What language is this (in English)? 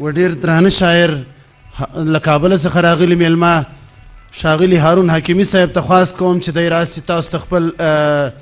Pashto